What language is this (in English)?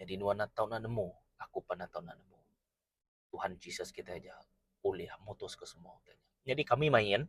Iban